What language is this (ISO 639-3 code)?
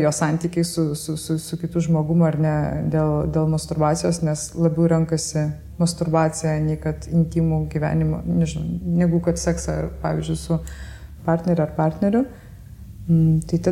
lit